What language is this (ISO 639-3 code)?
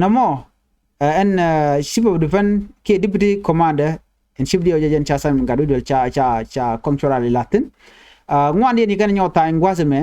nus